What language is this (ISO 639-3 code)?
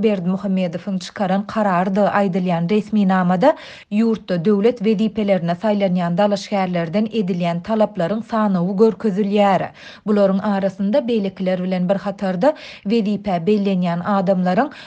tuk